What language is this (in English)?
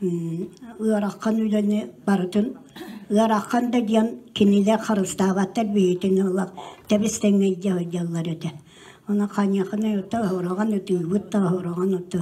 Yakut